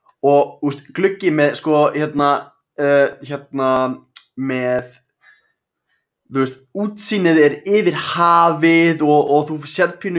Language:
Icelandic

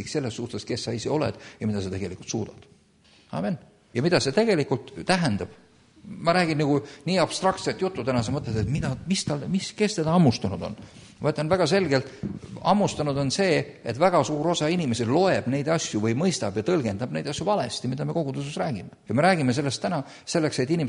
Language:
Estonian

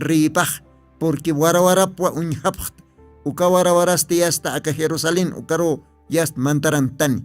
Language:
Aymara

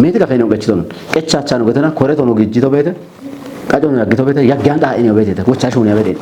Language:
Kafa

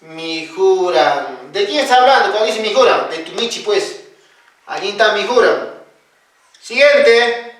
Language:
Quechua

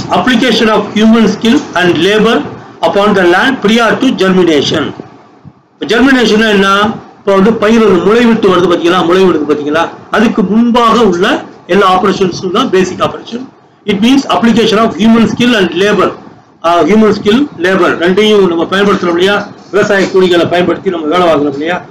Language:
Tamil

